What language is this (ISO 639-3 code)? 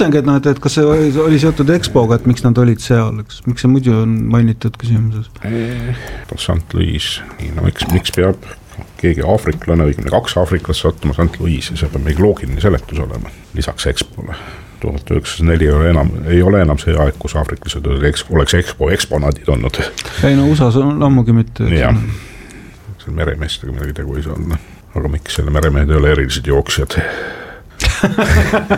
est